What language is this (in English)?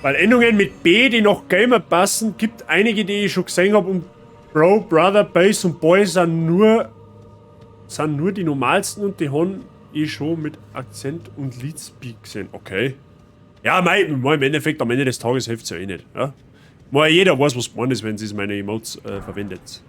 Bavarian